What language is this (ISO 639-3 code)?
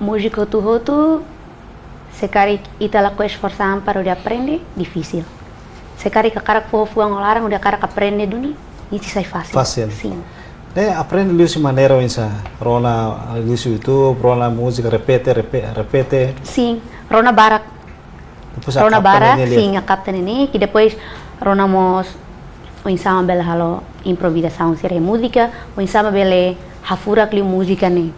tet